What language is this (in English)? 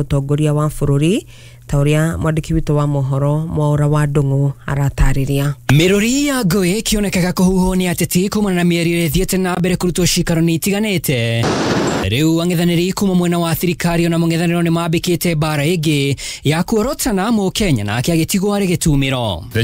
Kikuyu